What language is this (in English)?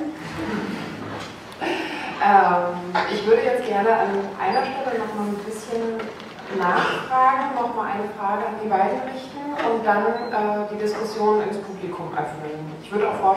German